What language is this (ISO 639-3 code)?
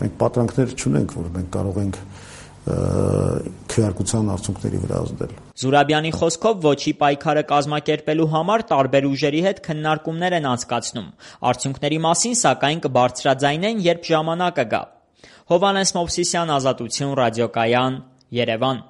hye